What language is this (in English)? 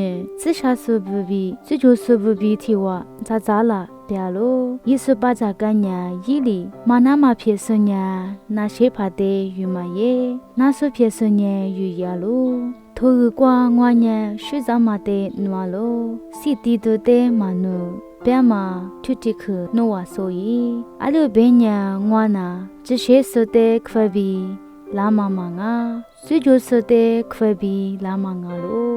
Lisu